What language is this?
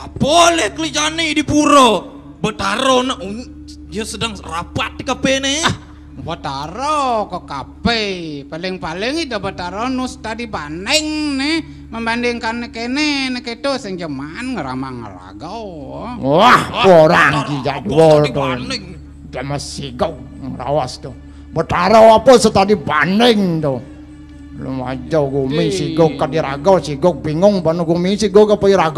Balinese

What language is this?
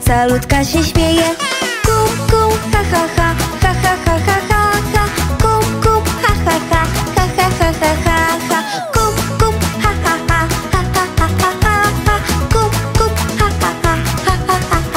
Polish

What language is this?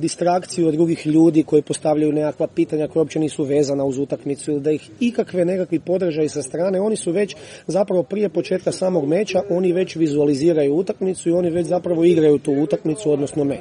Croatian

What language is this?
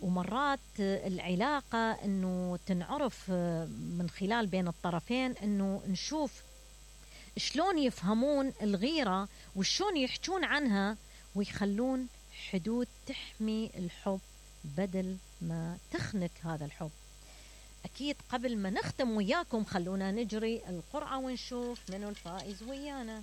Mesopotamian Arabic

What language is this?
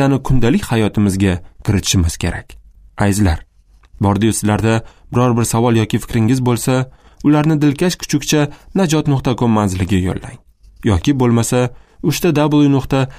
Uzbek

